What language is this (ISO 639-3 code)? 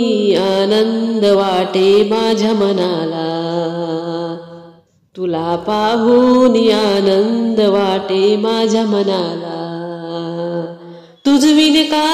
mar